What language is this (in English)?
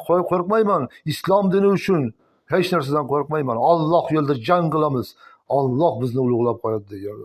Uzbek